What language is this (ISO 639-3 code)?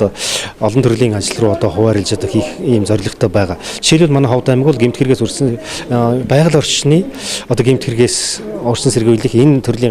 mon